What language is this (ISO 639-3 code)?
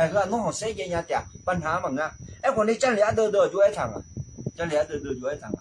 ahk